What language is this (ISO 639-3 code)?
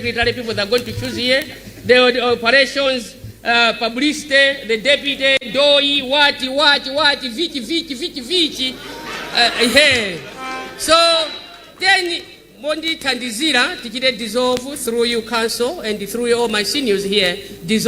nya